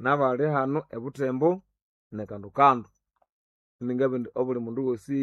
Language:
Nande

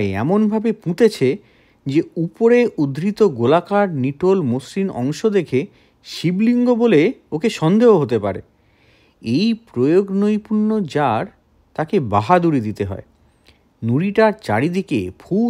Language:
Bangla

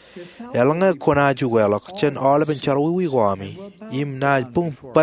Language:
Marshallese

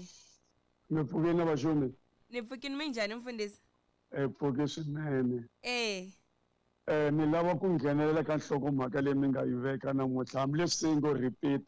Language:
Tsonga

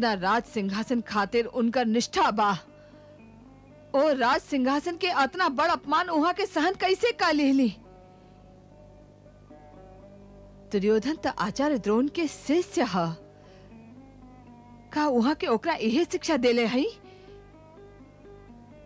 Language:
Bhojpuri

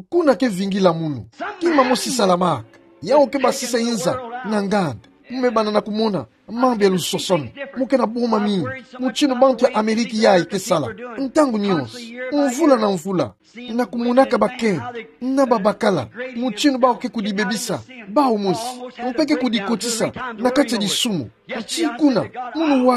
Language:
Kituba (Democratic Republic of Congo)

